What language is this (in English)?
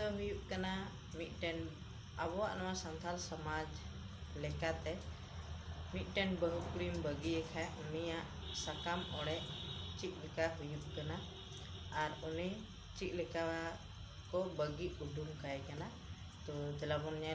Santali